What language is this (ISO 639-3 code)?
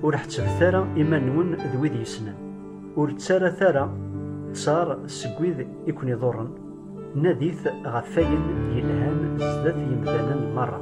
kab